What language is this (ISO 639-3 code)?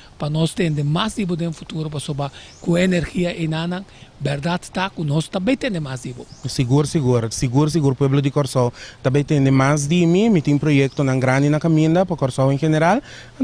pap